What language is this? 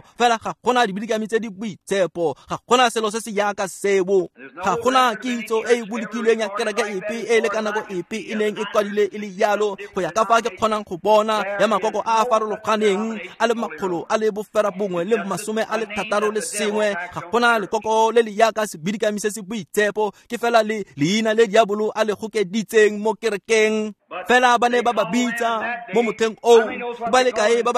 Tswana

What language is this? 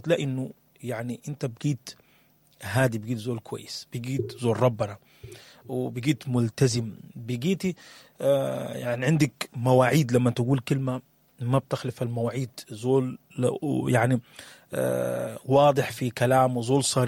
Sudanese Arabic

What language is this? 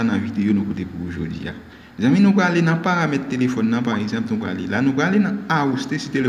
Haitian Creole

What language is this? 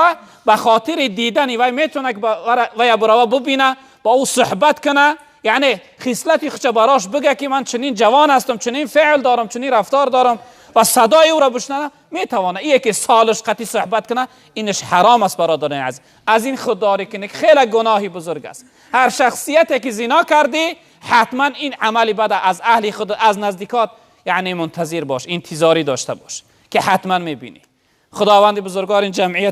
Tajik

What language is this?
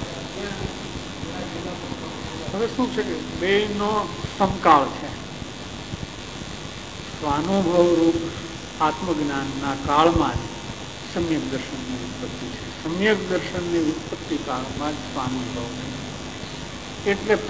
Gujarati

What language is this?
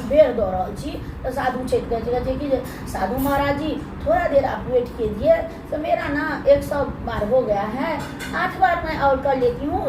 Maithili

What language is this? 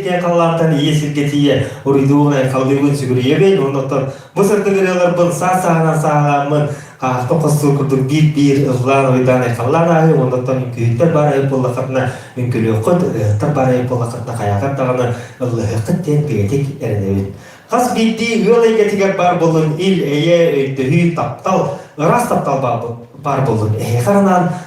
Yakut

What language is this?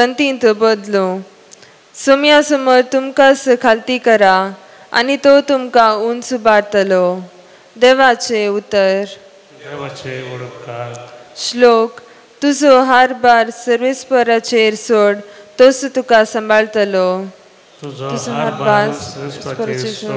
Konkani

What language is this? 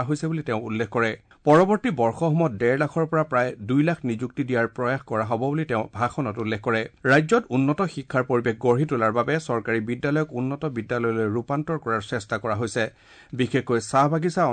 Assamese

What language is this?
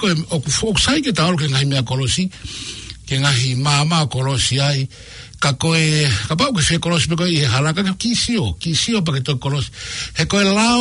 Tongan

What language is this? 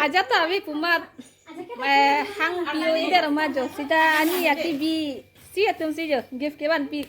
Karbi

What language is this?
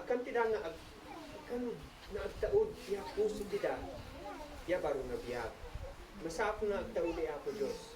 Isnag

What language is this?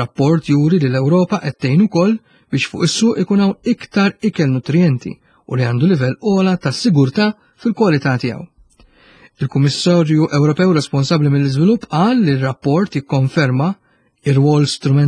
Maltese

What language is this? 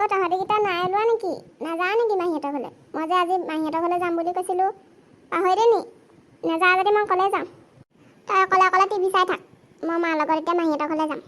Assamese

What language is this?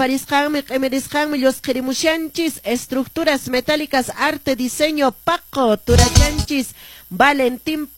Quechua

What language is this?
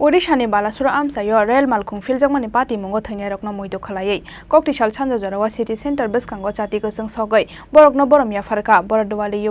Kok Borok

